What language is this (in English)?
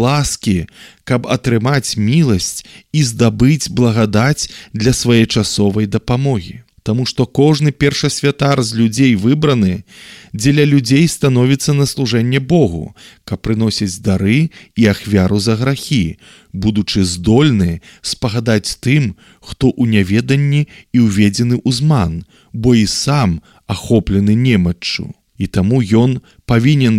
Belarusian